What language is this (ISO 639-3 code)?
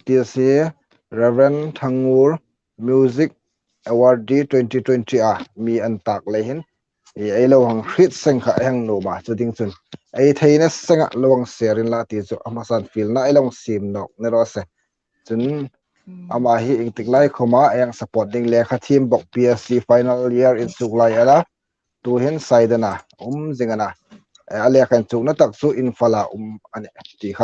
hmr